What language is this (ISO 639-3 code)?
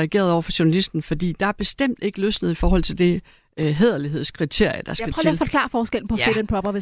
dan